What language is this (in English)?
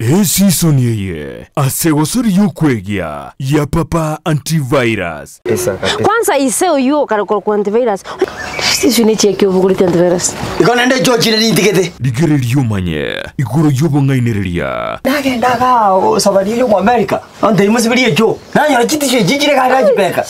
Gusii